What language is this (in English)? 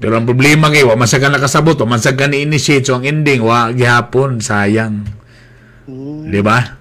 Cebuano